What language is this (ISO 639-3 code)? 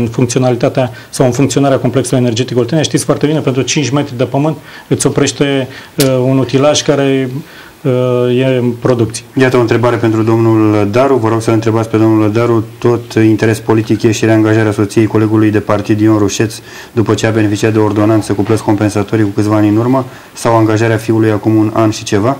ron